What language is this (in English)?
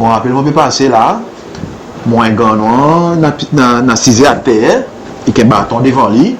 Seselwa Creole French